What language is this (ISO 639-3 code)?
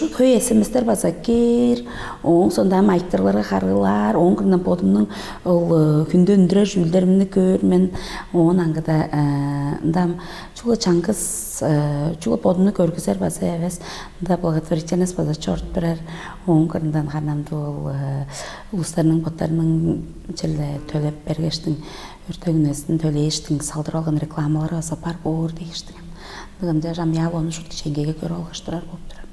tyv